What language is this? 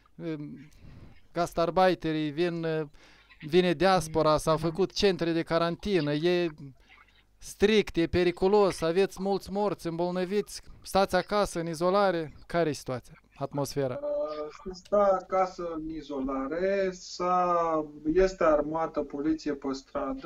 Romanian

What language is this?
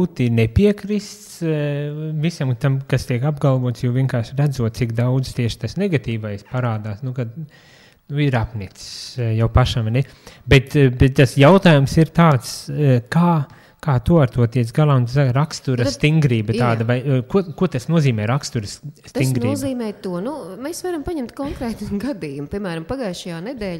Latvian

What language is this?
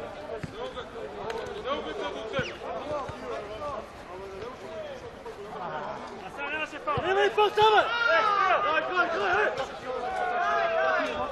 Bulgarian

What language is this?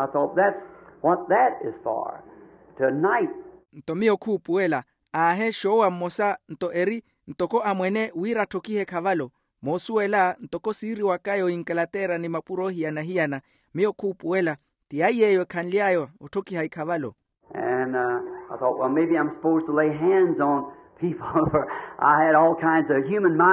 Makhuwa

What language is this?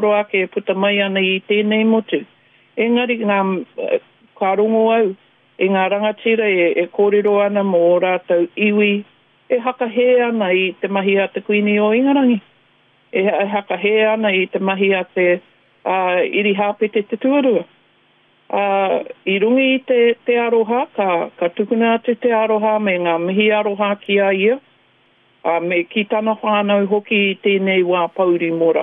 Māori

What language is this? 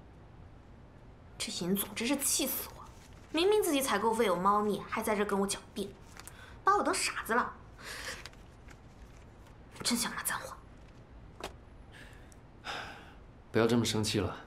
Chinese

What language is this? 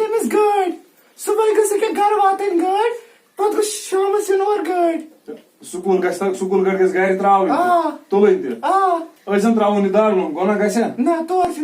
Kashmiri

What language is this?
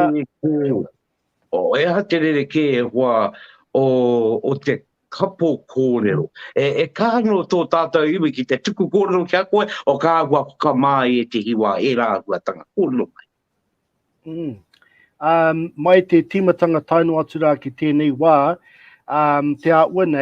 Māori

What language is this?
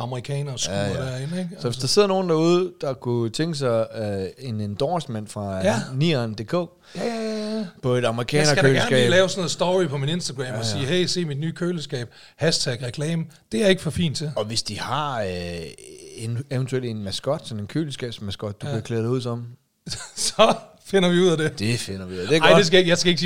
Danish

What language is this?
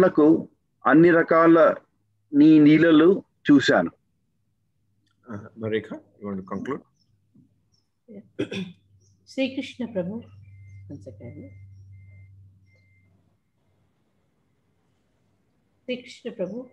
Telugu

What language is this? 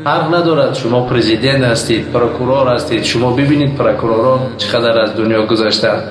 Tajik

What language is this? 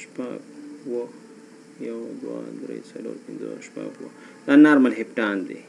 Pashto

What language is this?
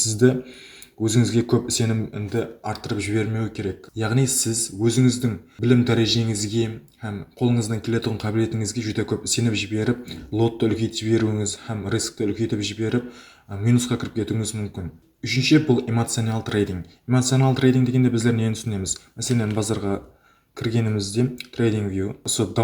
Kara-Kalpak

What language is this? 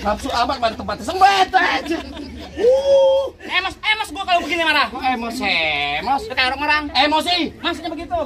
Betawi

